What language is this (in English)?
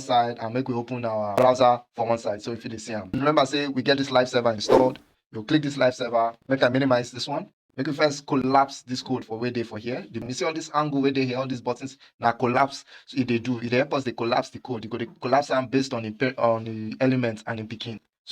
Nigerian Pidgin